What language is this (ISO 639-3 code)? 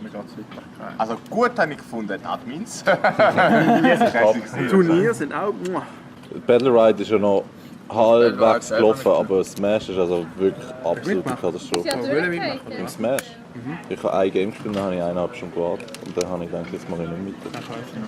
gsw